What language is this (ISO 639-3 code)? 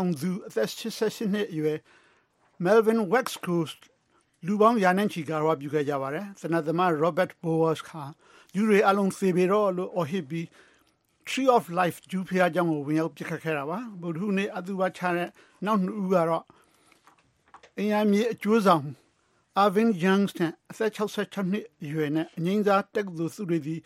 mya